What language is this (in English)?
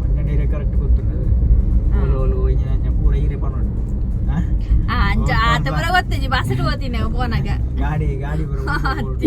Tulu